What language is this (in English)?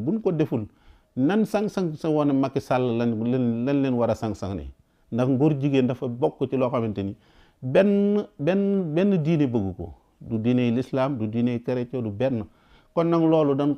Wolof